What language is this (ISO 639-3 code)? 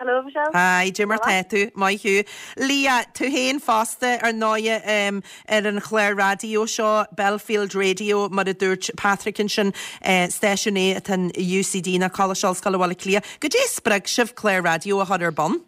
gle